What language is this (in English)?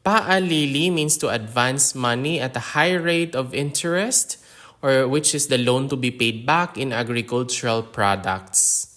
Hiligaynon